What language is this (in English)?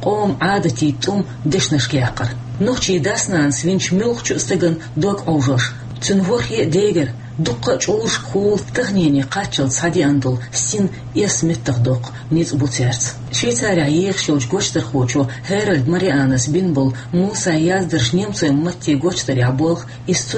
Chechen